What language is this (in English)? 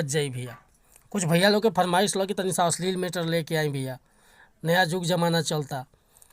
Bhojpuri